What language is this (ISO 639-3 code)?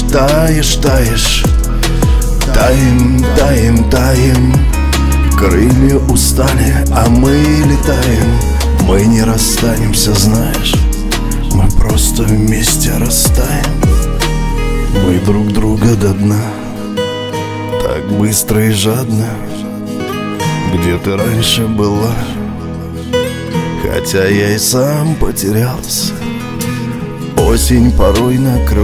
rus